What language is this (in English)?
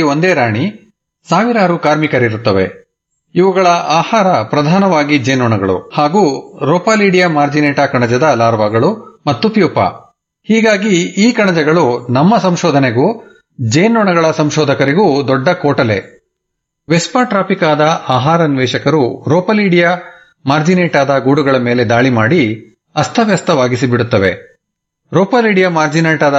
Kannada